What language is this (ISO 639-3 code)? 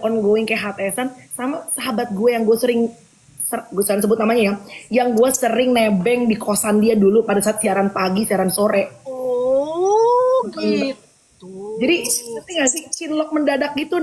ind